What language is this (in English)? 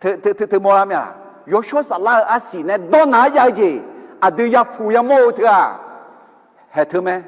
Akha